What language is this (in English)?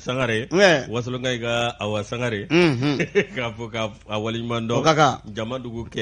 Bambara